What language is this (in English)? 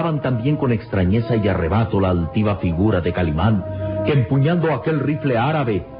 Spanish